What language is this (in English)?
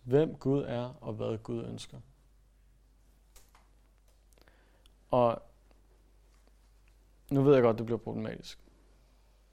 Danish